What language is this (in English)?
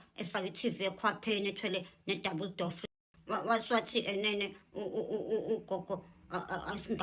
Zulu